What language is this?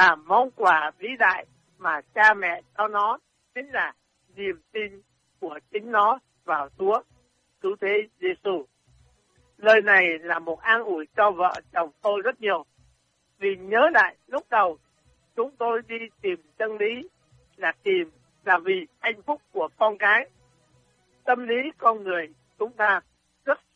Vietnamese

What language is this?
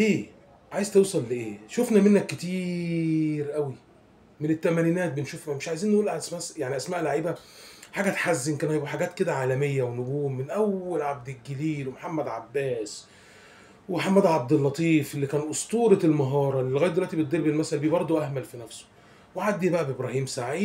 Egyptian Arabic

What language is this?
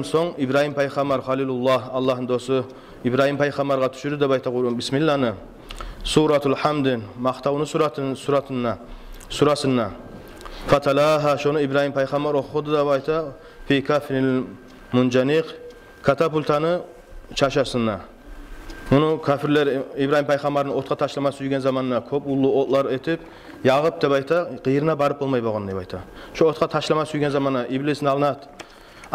Kumyk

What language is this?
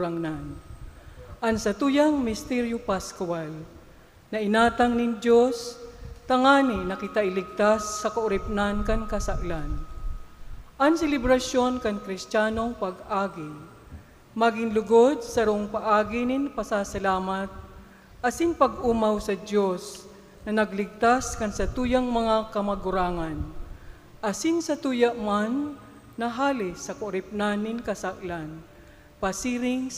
Bikol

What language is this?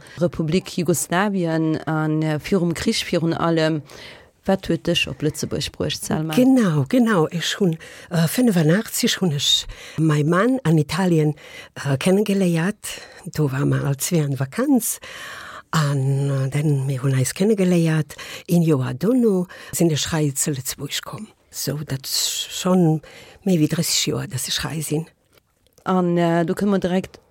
Luxembourgish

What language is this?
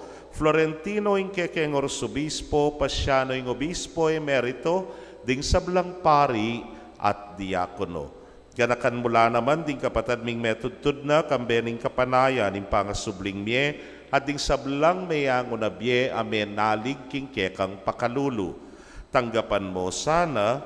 Pampanga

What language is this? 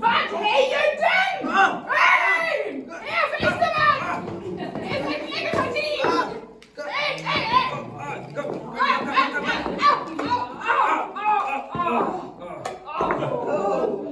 Northern Frisian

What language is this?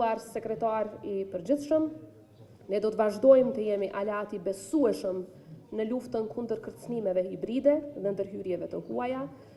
Albanian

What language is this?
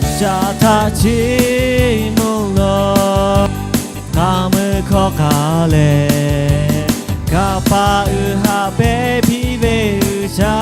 Lahu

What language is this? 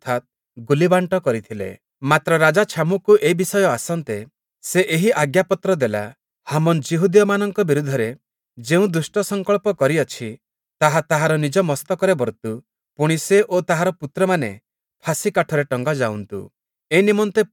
Odia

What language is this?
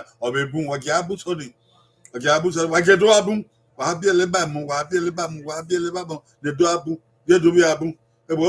Bini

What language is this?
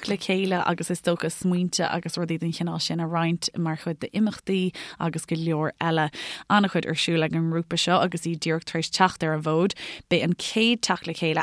Irish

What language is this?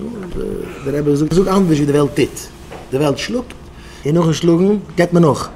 Yiddish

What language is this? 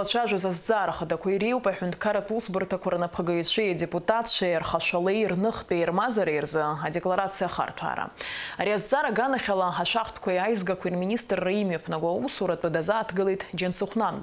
Abkhazian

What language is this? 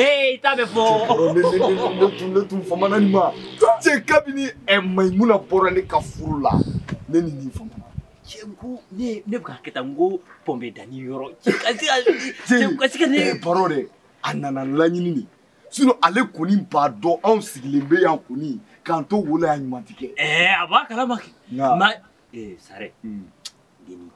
Bambara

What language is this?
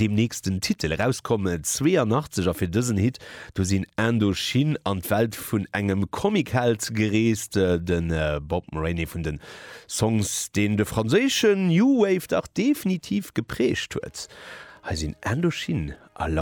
Luxembourgish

